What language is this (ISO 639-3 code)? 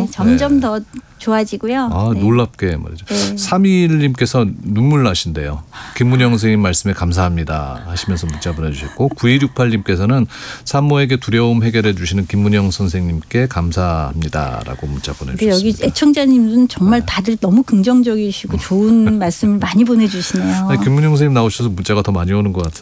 kor